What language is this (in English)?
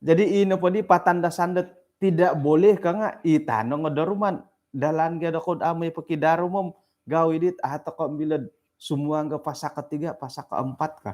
Central Dusun